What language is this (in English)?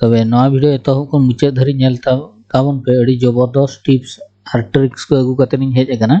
Santali